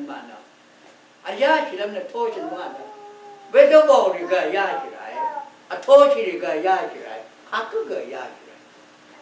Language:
Rawang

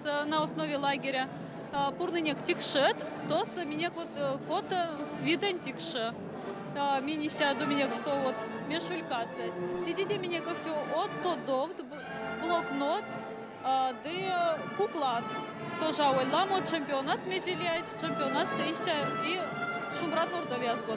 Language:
Erzya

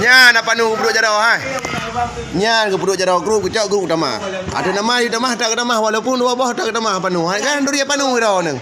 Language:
Achinese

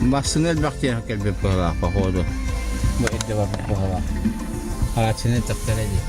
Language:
Yakut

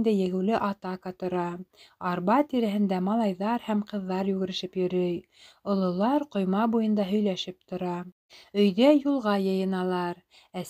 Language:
Bashkir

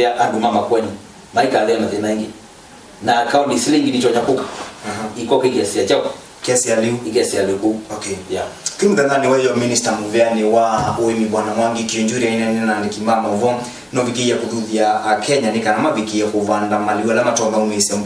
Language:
Kamba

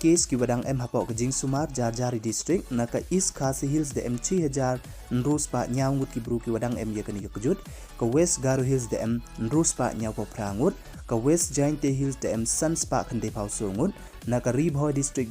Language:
Pnar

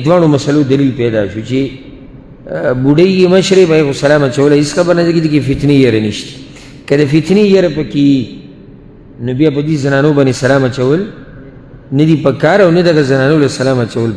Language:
Pashto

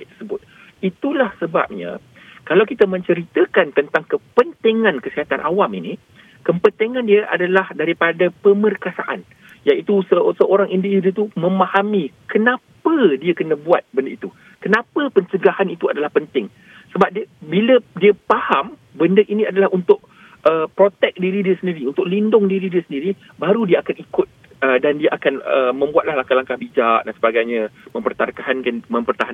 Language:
Malay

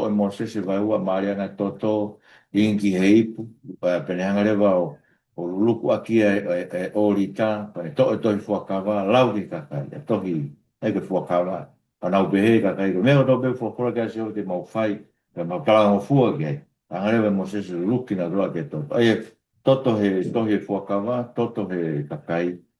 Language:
Tongan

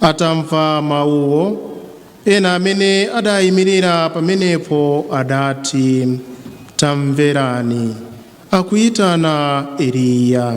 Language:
Nyanja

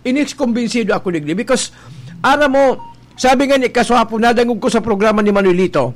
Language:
Bikol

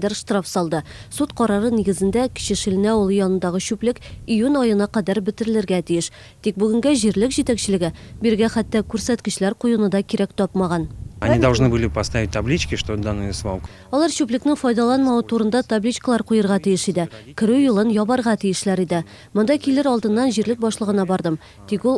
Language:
Tatar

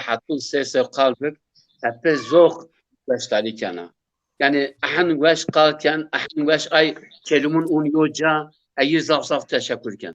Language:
Zaza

